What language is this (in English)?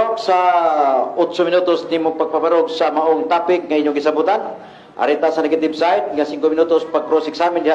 Cebuano